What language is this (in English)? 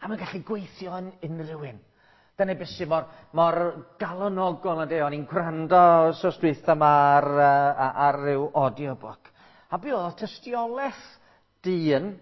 Welsh